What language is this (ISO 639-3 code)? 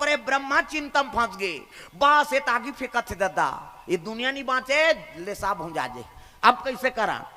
hne